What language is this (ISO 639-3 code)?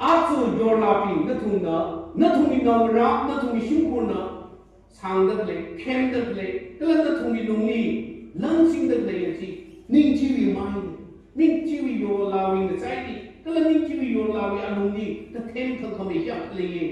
nmf